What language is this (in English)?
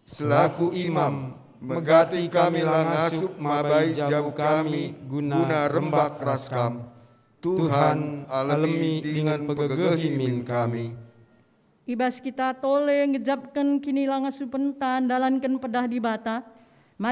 Batak Karo